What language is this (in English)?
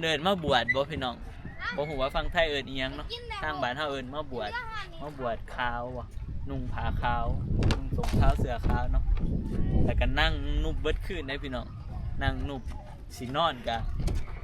Northeastern Thai